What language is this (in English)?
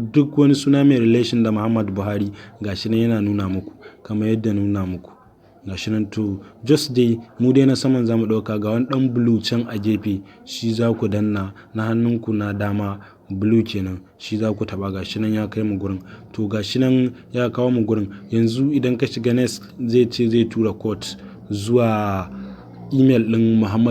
Hausa